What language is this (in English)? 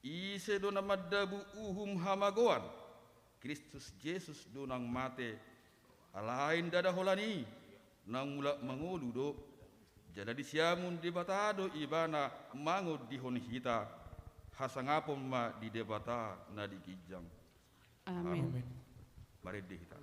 Batak Toba